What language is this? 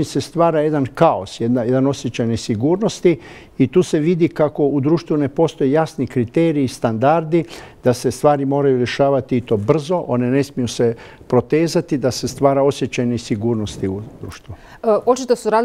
Croatian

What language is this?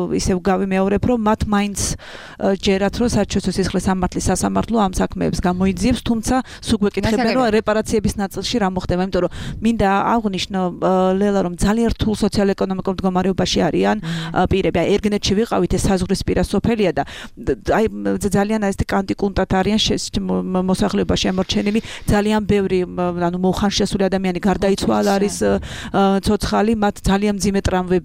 Georgian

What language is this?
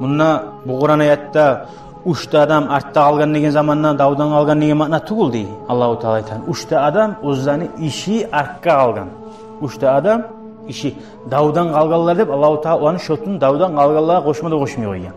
Kumyk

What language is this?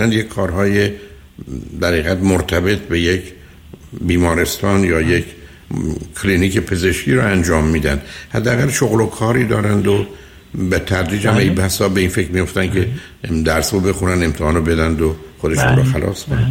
Persian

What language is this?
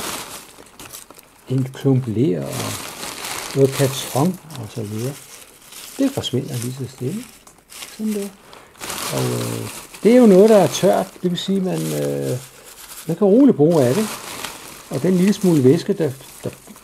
Danish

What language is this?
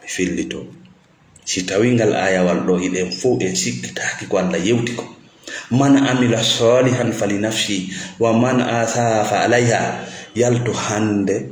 Fula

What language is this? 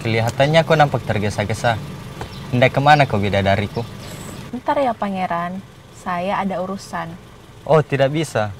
Makassar Malay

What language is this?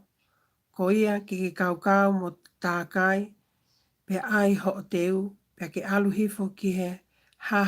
Tongan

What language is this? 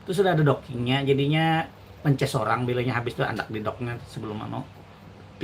Banjar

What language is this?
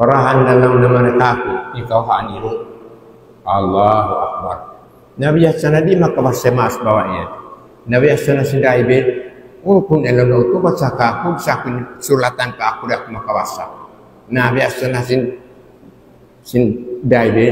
Tausug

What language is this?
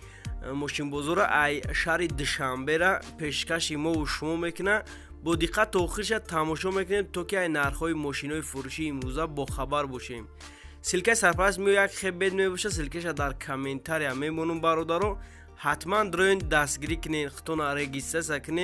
Tajik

